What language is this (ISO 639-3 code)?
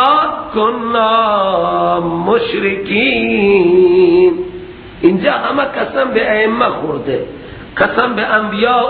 fas